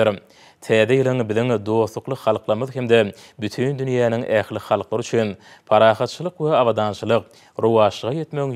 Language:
Turkmen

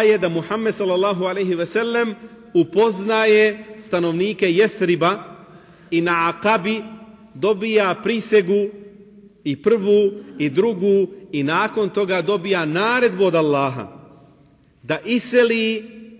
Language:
Bosnian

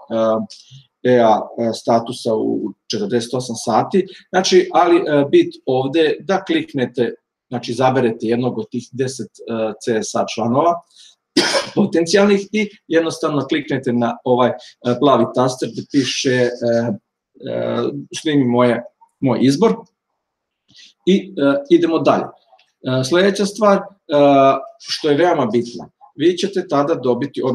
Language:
Serbian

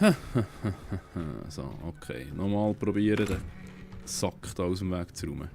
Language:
Swiss German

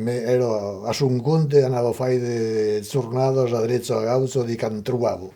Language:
Occitan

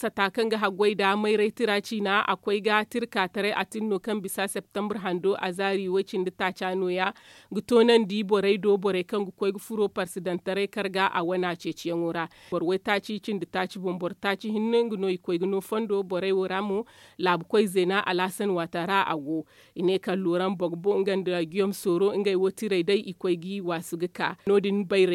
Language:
Zarma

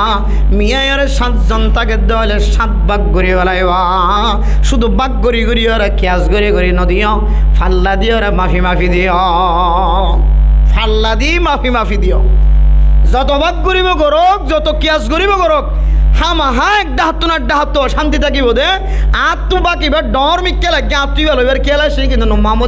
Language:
Rohingya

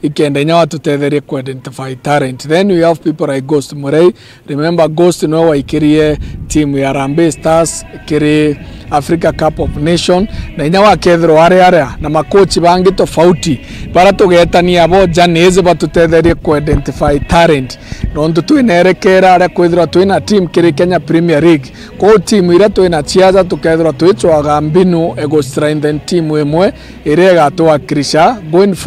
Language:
Meru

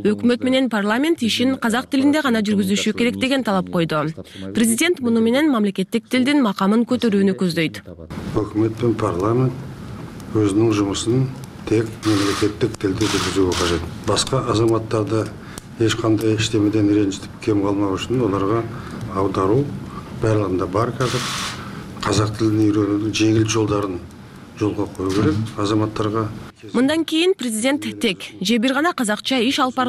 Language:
Kyrgyz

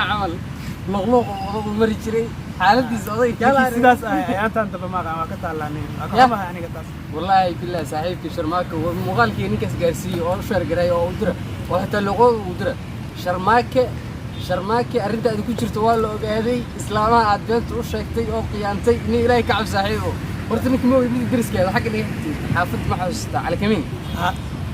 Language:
Somali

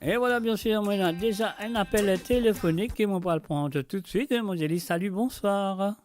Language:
Morisyen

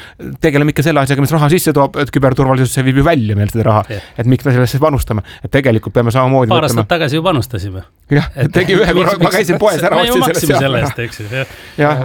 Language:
Estonian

